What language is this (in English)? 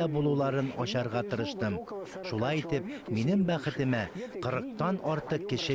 Tatar